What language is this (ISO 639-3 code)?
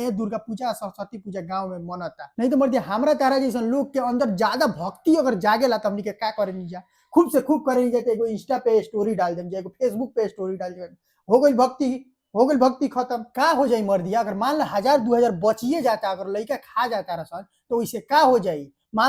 bho